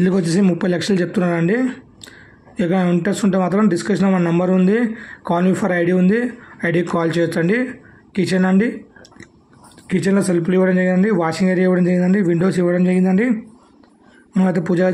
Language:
Telugu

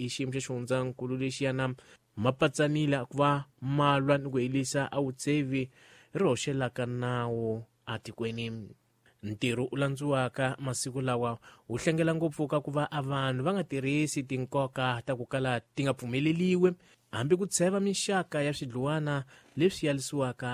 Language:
Tsonga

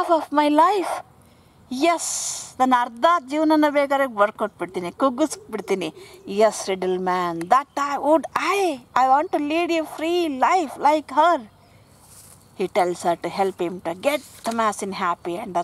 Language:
Kannada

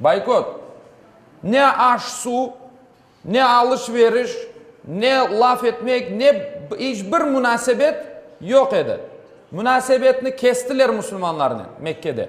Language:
Crimean Tatar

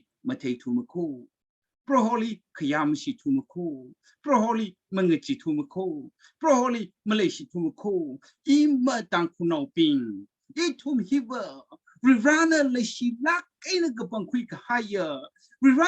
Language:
Tangkhul Naga (India)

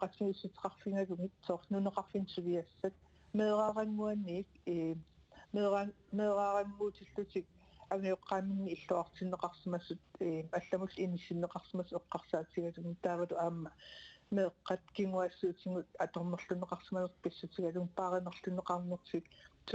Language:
Kalaallisut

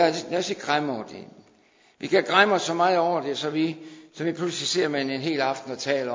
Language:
Danish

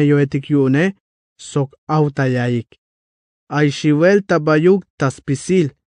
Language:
Tzeltal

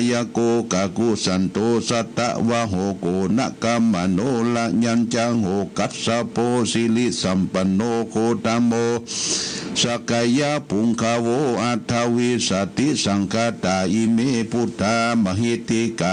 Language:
Pali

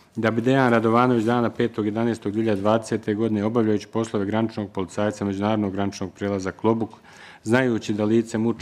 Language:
Bosnian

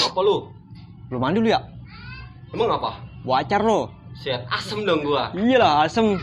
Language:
Betawi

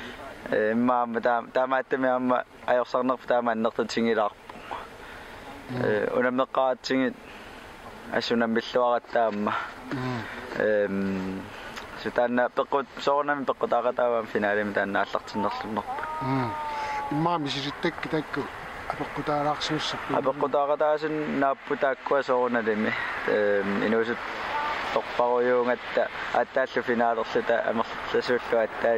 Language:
Kalaallisut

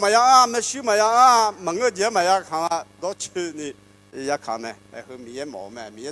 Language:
Akha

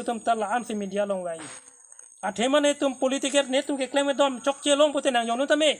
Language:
Karbi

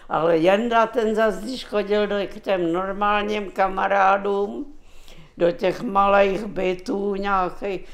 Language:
Czech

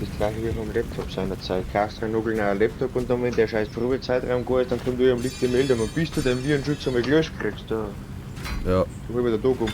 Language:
Bavarian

